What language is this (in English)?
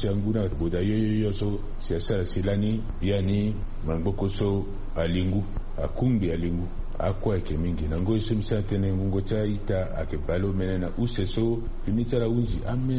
Sango